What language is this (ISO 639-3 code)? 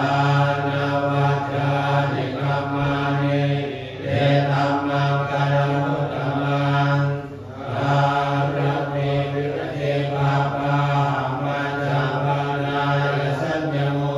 pli